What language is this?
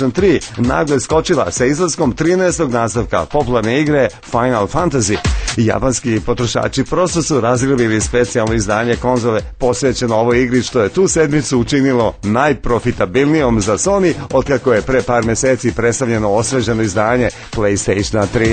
Serbian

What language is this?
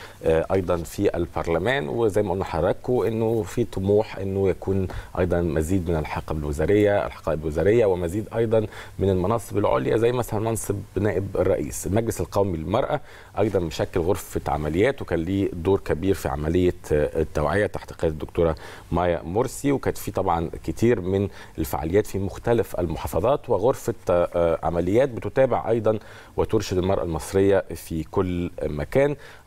Egyptian Arabic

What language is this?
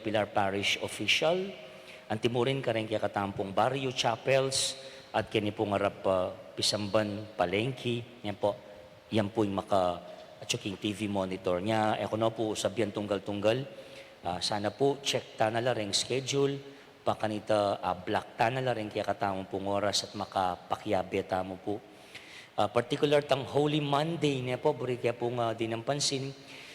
Pampanga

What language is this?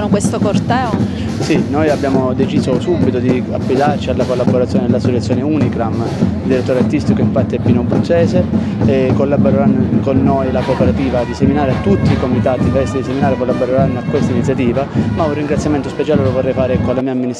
Italian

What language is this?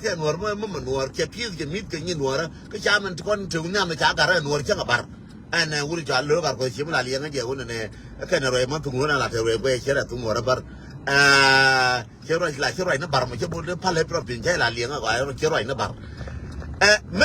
Nuer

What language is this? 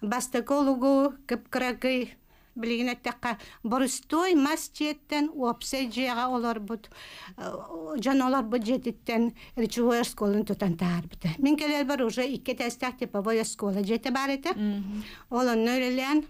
Yakut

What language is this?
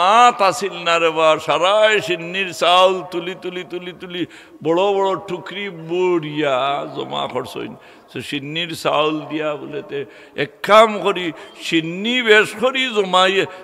Sylheti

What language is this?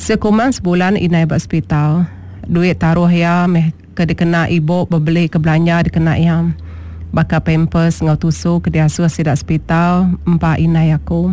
Iban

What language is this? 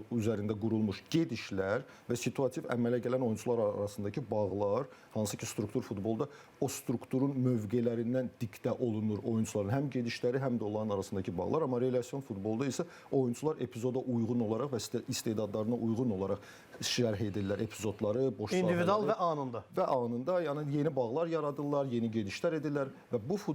Azerbaijani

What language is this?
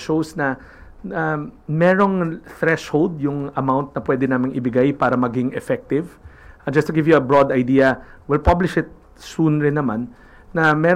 Filipino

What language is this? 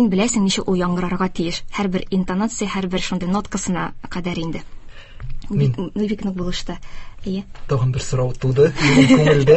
Tatar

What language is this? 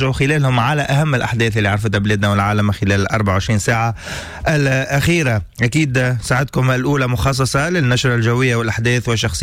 Tunisian Arabic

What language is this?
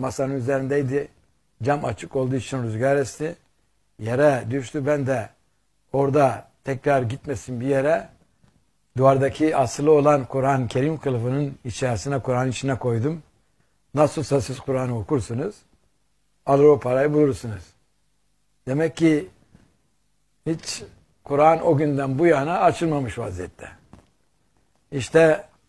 Turkish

